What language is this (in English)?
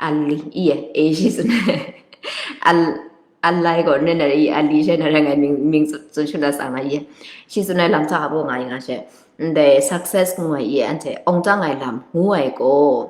Kachin